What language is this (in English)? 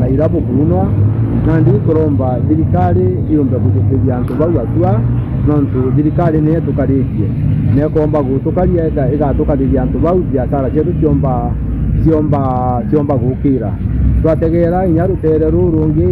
Meru